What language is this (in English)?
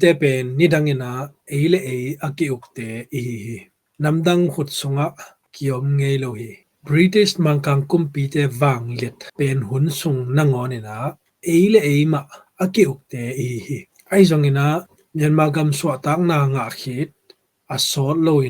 Tedim Chin